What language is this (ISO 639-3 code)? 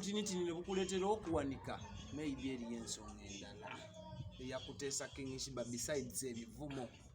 lug